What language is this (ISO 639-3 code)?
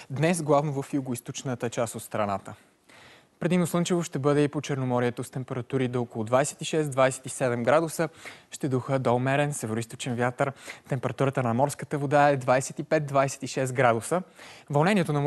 bul